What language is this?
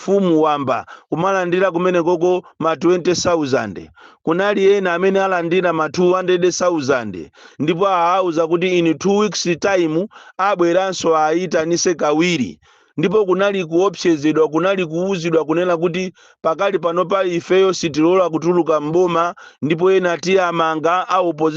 Nyanja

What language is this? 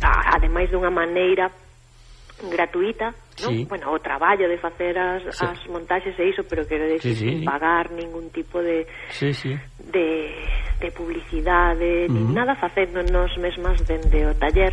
Galician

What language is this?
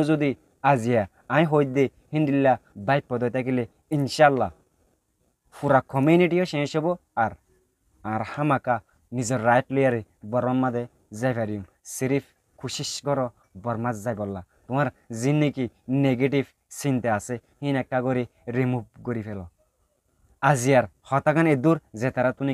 Rohingya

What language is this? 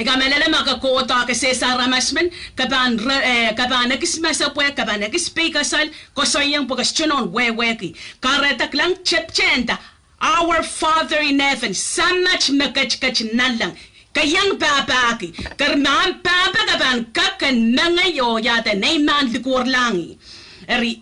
Pohnpeian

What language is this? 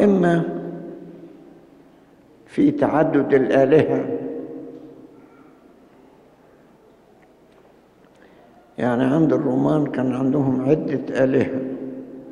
Egyptian Arabic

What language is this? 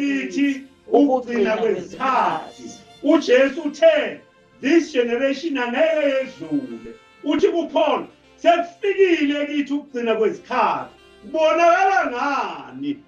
Zulu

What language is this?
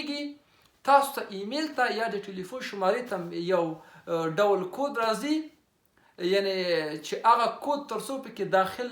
Pashto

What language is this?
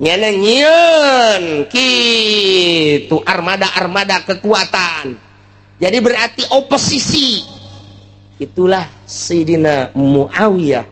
Sundanese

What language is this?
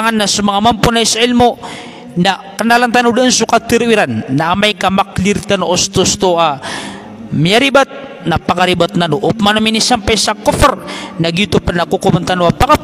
Maranao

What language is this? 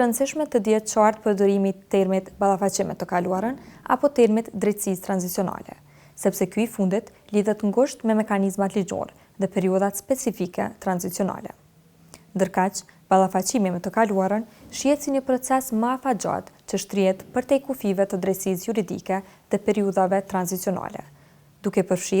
Albanian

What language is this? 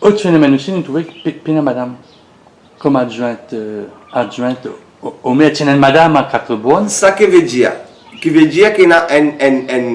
Morisyen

